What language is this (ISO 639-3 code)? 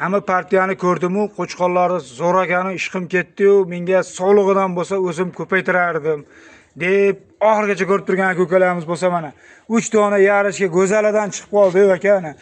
uzb